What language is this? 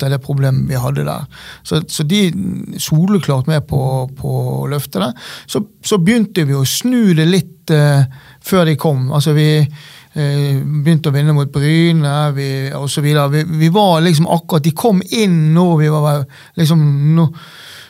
Norwegian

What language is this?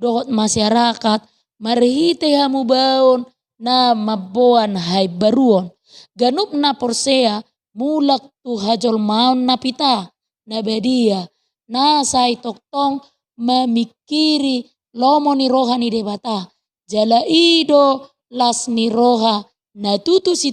Batak Toba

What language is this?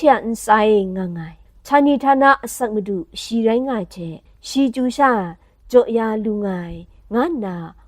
Kachin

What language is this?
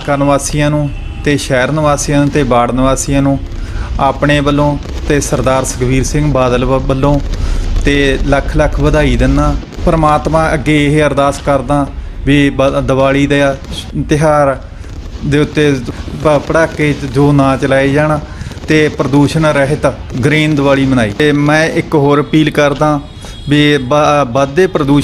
Punjabi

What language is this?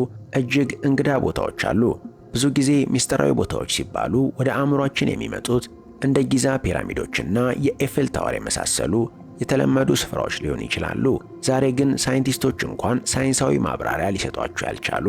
Amharic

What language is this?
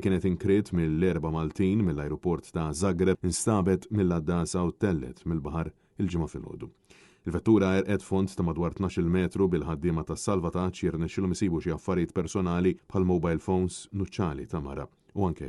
Maltese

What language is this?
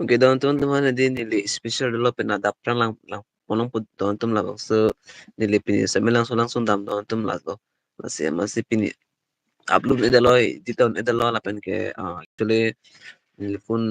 Karbi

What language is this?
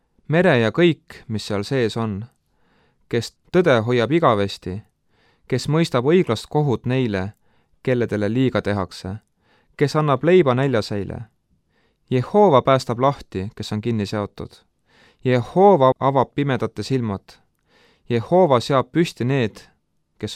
Estonian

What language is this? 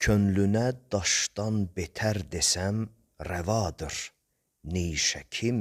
Azerbaijani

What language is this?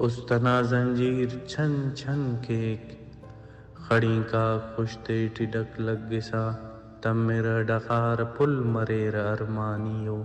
Brahui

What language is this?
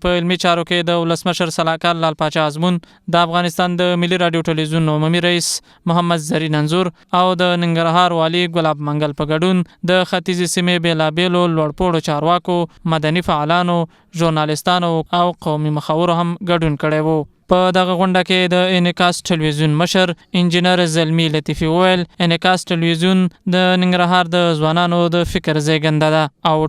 Pashto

